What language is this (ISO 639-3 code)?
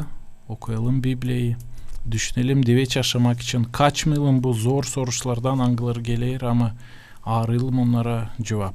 gag